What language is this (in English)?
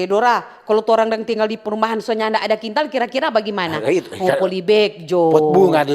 Manado Malay